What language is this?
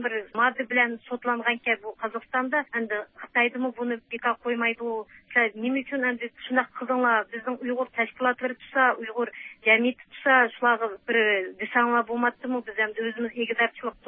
Uyghur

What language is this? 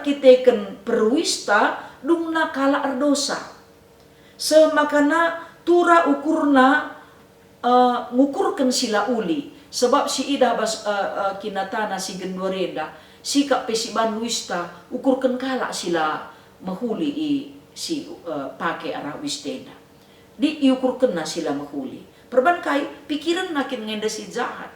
Batak Karo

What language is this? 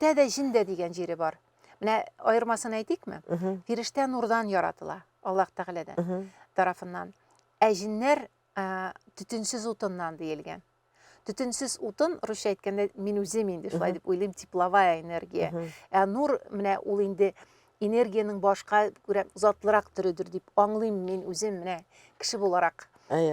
Tatar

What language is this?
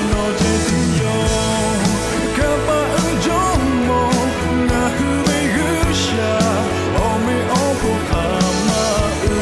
Lahu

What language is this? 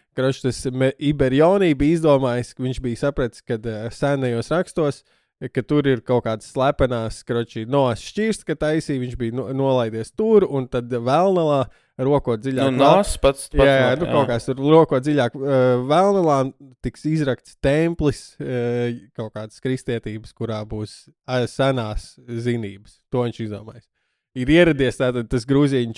Latvian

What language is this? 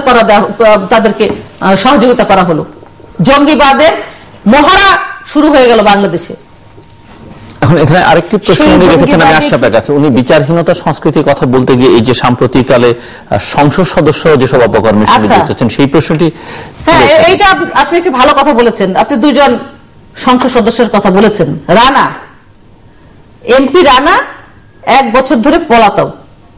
Bangla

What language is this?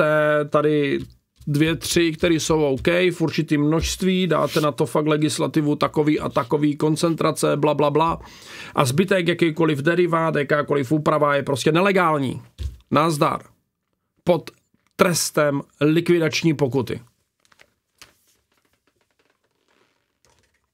Czech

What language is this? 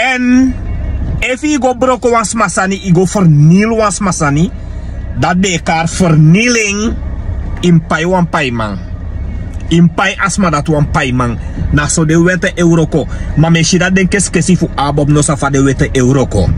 Sranan Tongo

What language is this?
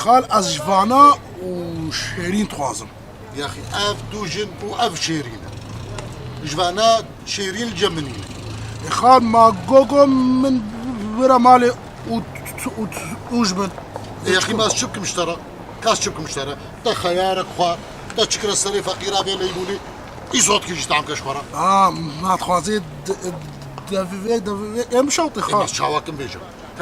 Kurdish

